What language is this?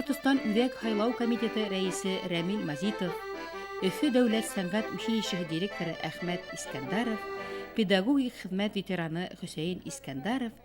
Bashkir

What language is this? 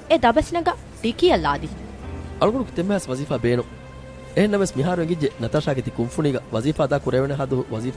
Divehi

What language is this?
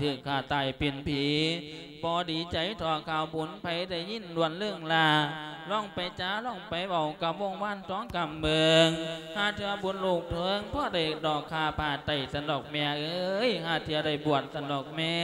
Lao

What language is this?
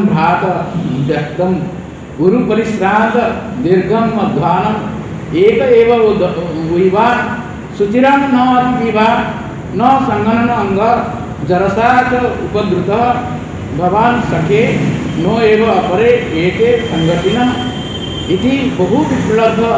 Odia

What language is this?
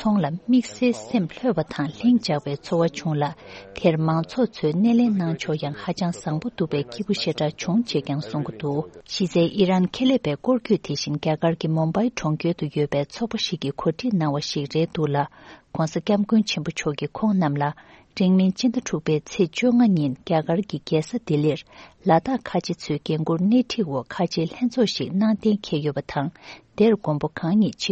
Tibetan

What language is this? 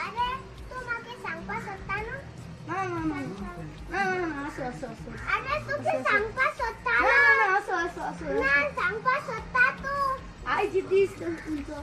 Konkani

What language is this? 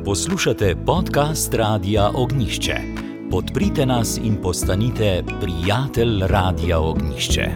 Slovenian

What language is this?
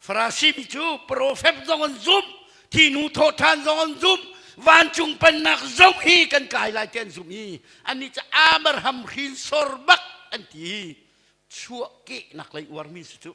Hakha Chin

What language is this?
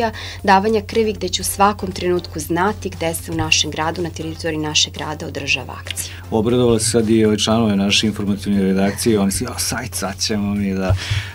Serbian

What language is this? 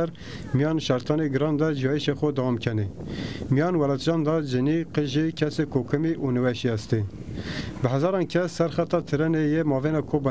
Zaza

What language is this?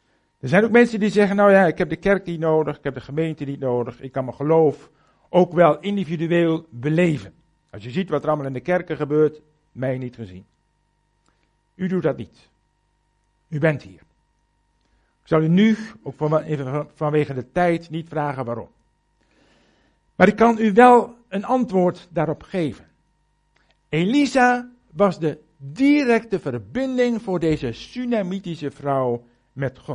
Dutch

